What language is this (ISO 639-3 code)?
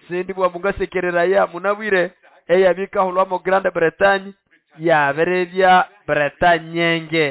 nnb